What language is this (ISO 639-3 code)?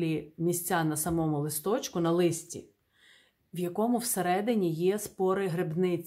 ukr